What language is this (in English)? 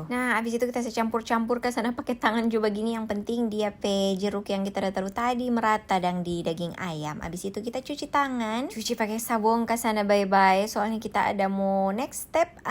Manado Malay